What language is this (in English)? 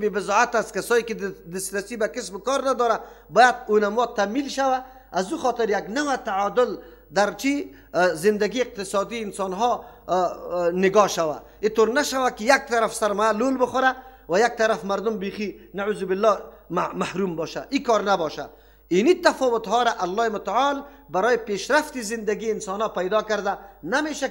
Persian